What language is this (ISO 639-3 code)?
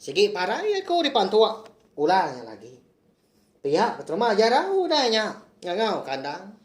iba